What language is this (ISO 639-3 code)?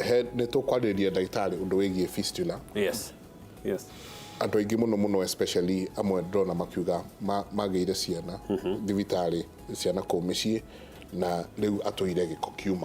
kik